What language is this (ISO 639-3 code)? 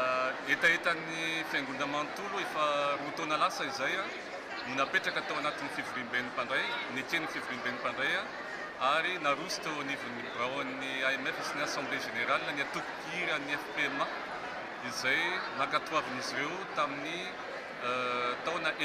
mlg